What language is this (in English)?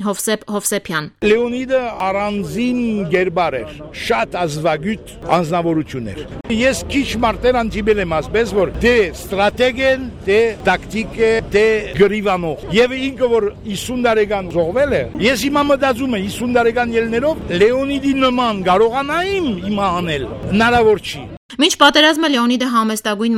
Armenian